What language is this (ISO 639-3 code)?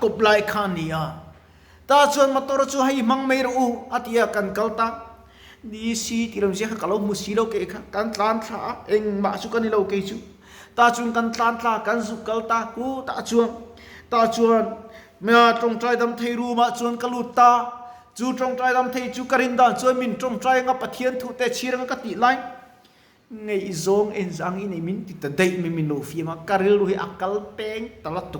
lus